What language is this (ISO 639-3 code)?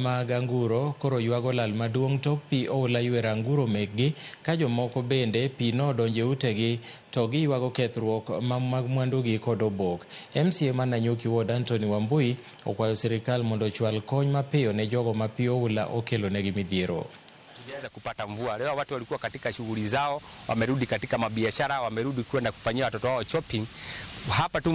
luo